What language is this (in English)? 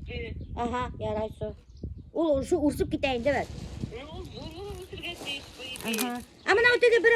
Bashkir